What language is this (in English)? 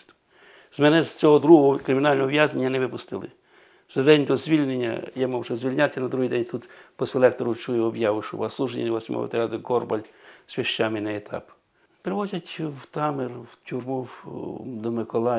Ukrainian